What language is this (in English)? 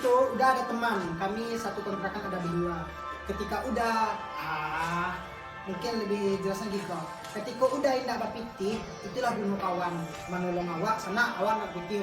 Minangkabau